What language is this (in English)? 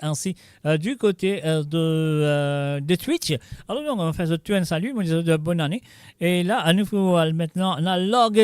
Morisyen